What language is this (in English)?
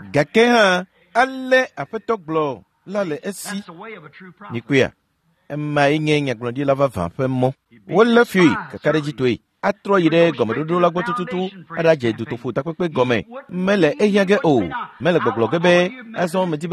Ewe